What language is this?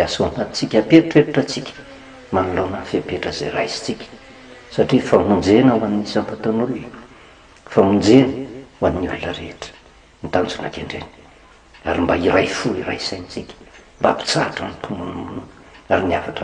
Malagasy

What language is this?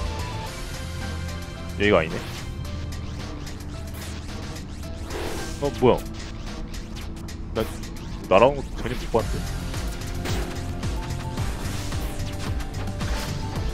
Korean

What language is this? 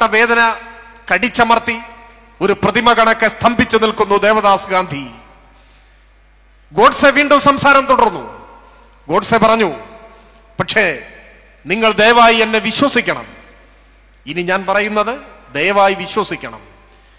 Malayalam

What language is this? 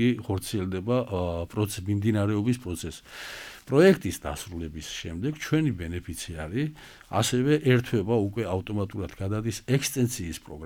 Georgian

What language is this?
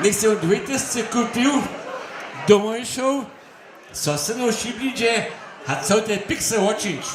Upper Sorbian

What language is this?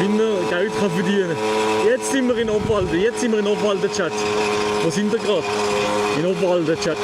Swiss German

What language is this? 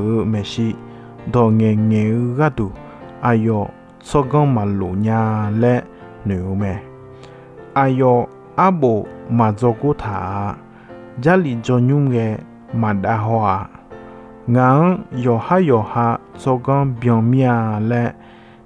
Akha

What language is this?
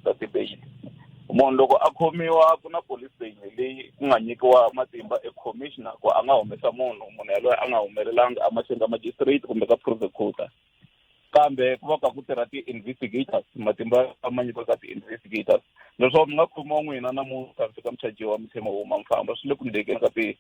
Tsonga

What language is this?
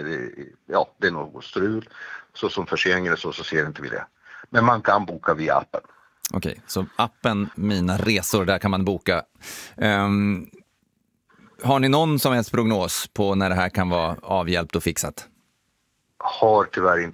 Swedish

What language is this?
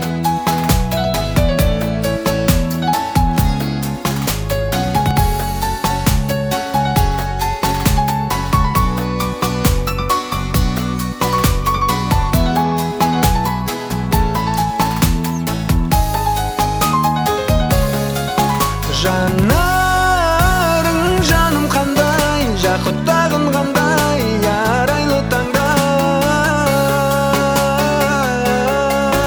Kazakh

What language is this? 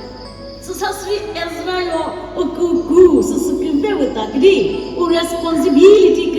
Chokri Naga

